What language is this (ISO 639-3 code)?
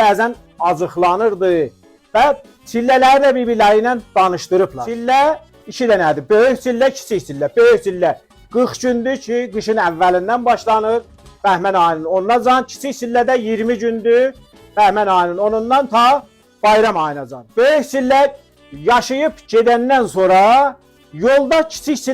azb